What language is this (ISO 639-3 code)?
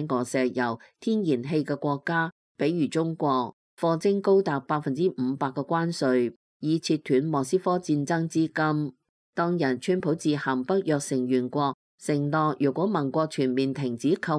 yue